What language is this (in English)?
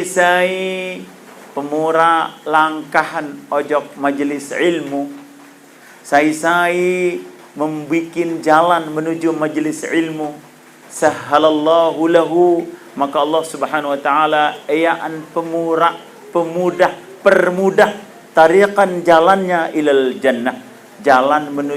Sasak